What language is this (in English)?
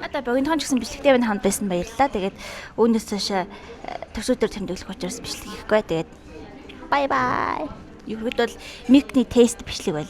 Mongolian